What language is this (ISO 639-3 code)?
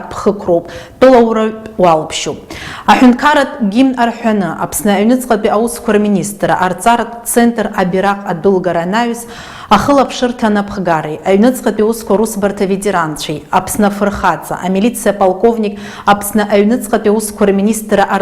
abk